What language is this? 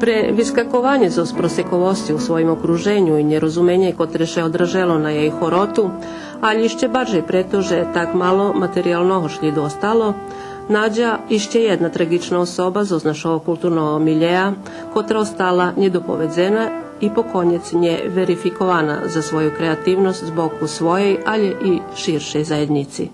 Rusyn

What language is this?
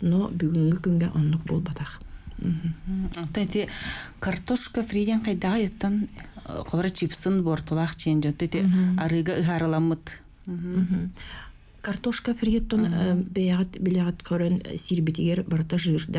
Yakut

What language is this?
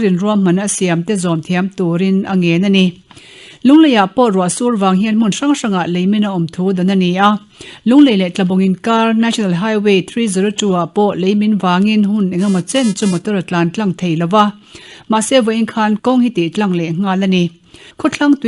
Mizo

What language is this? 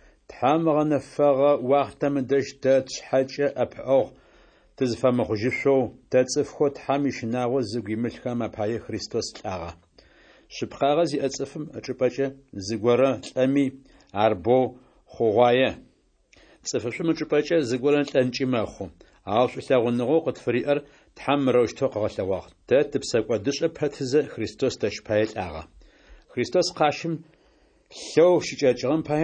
Adyghe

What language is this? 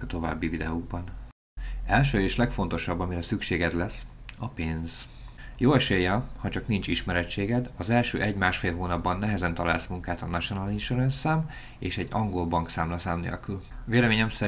Hungarian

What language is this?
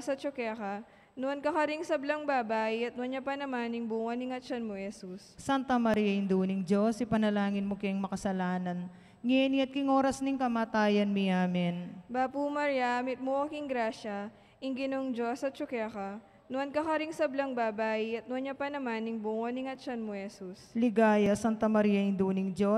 Pampanga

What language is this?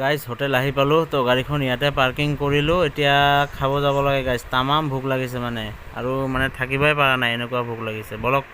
Assamese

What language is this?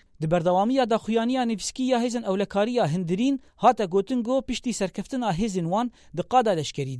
Kurdish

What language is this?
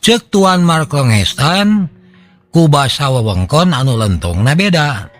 Sundanese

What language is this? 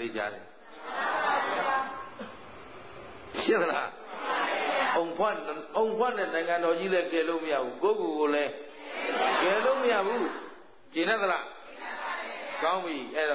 Burmese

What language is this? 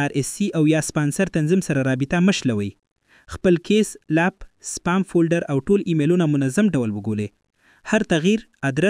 Pashto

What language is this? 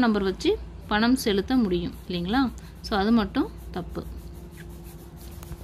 Tamil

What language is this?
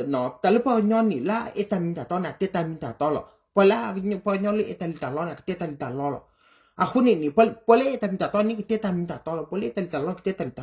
S'gaw Karen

